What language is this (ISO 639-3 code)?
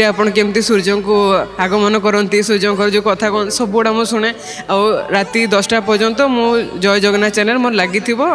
ori